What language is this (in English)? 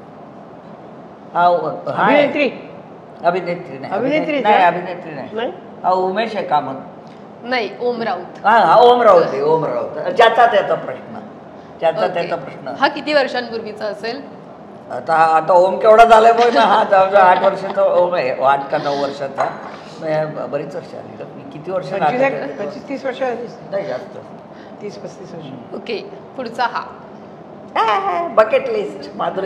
Marathi